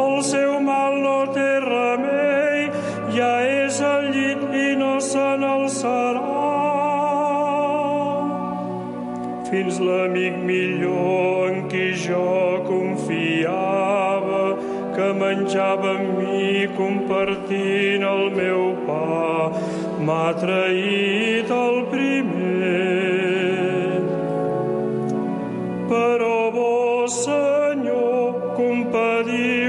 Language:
Catalan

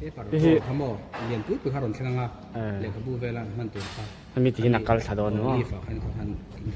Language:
Mizo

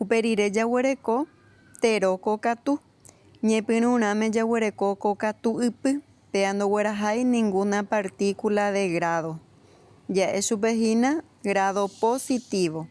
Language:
Guarani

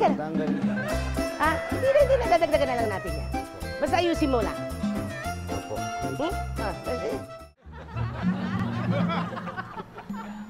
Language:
Filipino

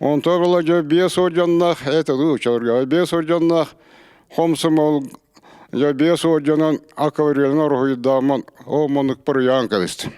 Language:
Yakut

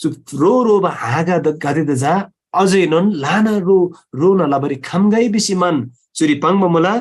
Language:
Eastern Tamang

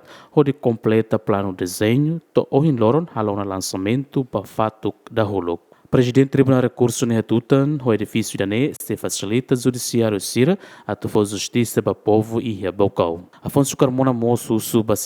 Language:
Tetum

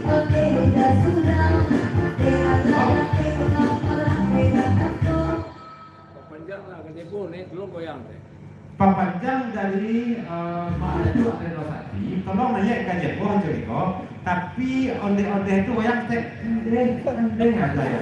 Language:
Minangkabau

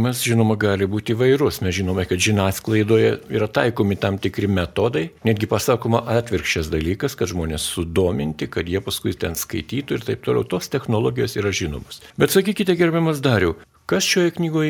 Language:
Lithuanian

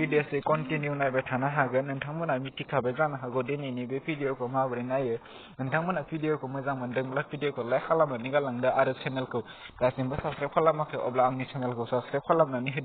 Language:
Bodo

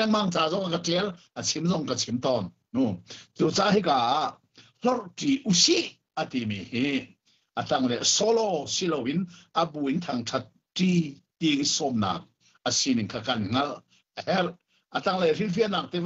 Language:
Hakha Chin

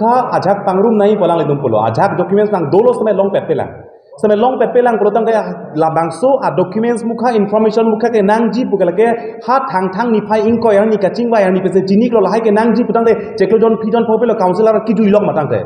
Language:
Karbi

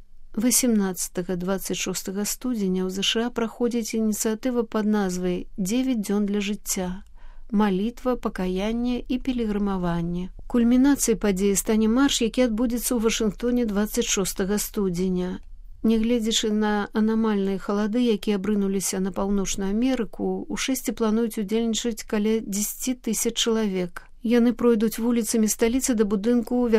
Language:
Belarusian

